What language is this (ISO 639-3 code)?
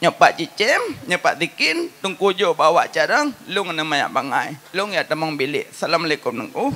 ace